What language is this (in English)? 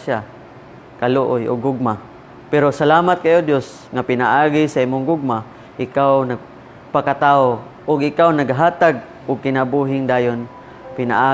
Cebuano